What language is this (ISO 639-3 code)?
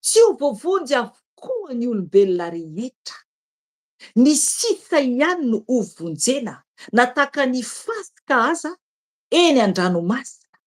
mlg